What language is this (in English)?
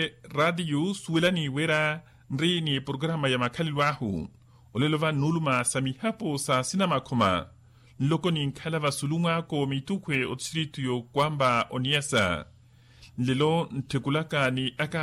Makhuwa